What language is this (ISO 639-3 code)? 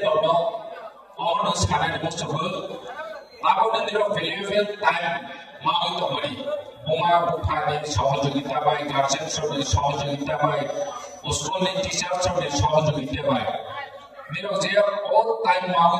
trp